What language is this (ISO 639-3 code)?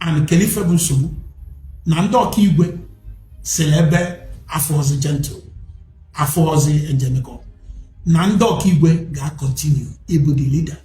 ibo